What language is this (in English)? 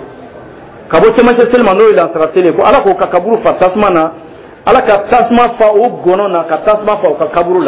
Dyula